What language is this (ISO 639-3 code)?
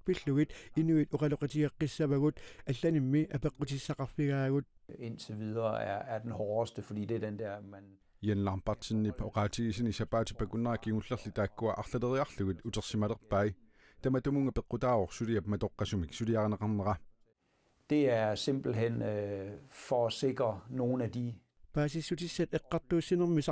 kal